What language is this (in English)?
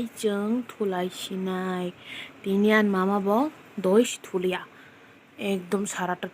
Kok Borok